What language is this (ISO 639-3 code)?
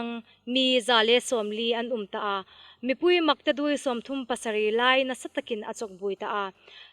hmr